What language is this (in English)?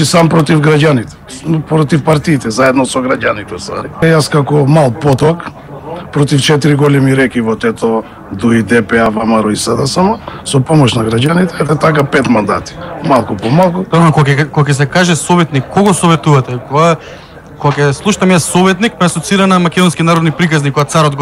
Macedonian